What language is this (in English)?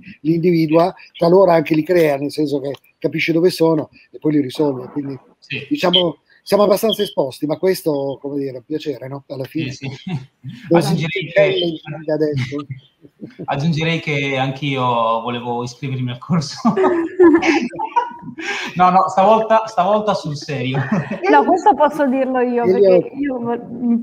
Italian